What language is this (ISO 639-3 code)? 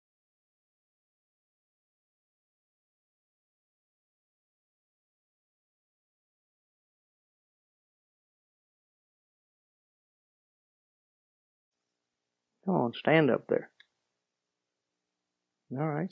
eng